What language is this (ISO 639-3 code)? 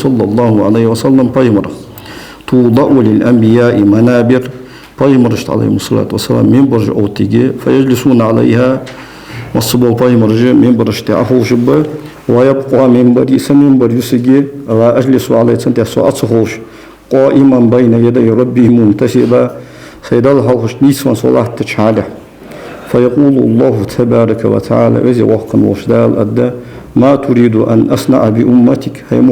inh